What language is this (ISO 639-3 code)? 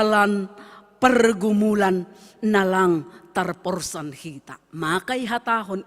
bts